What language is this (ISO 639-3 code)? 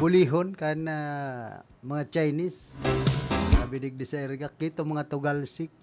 bik